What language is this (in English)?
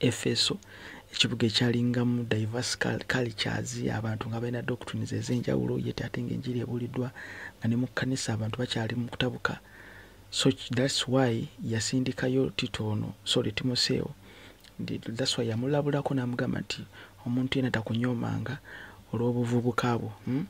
Ganda